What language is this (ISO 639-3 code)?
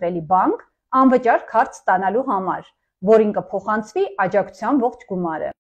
hye